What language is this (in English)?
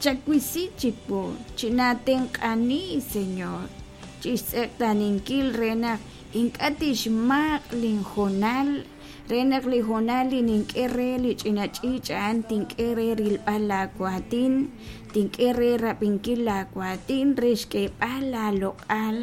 Kekchí